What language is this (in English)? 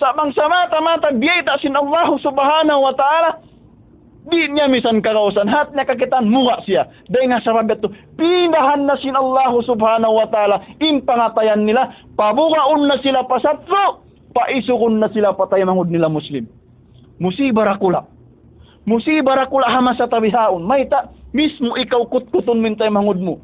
Tausug